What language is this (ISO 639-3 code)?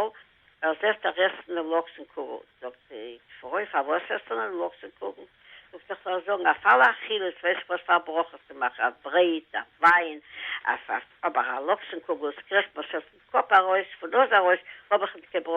yid